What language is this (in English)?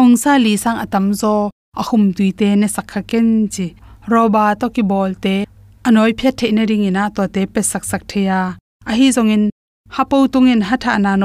Tedim Chin